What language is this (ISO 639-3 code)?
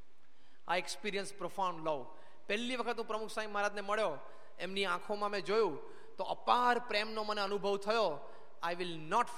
guj